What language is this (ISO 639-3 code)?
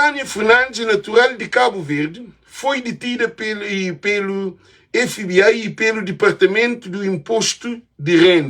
kea